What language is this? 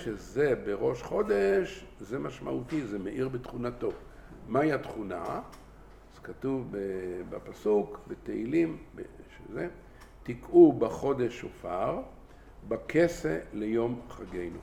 Hebrew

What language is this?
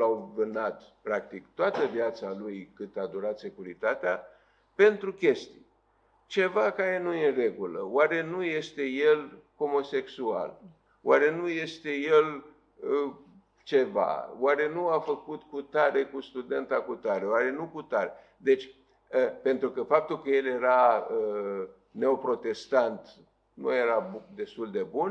Romanian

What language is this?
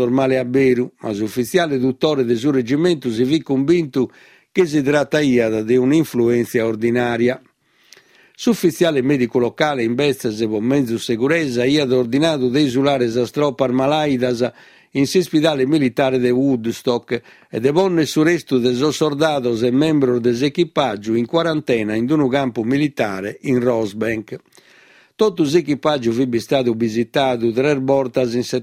Sardinian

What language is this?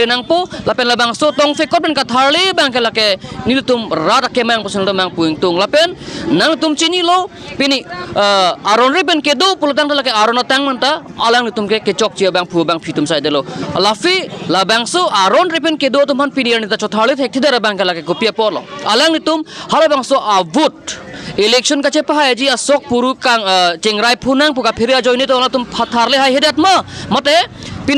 Karbi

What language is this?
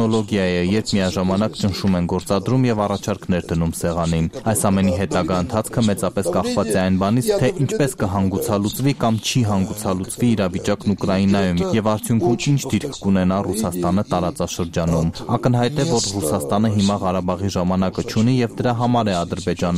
Armenian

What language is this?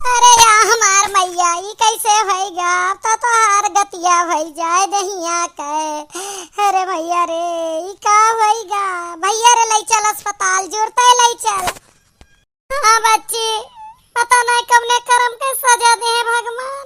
Awadhi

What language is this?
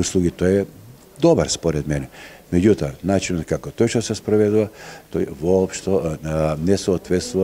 Macedonian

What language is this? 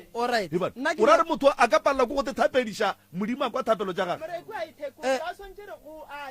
Northern Sotho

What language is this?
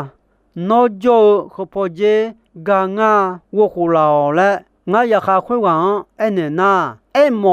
Akha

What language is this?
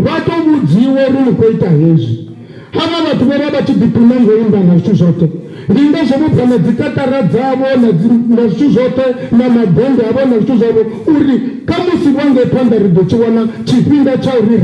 Venda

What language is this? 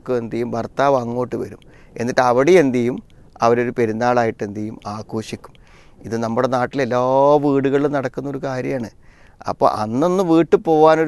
Malayalam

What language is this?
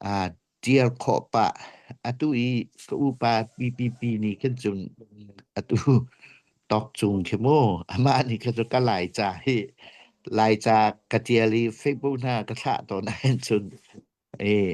Hakha Chin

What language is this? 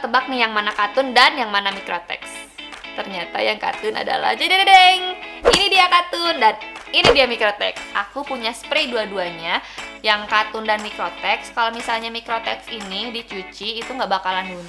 Indonesian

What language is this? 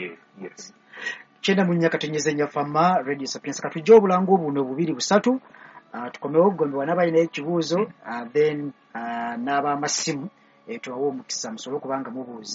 Ganda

